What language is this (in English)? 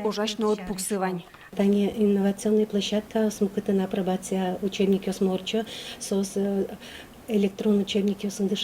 Udmurt